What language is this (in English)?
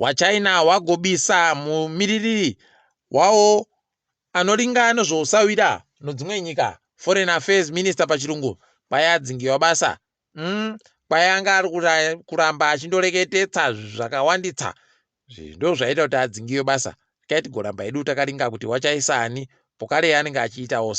Ndau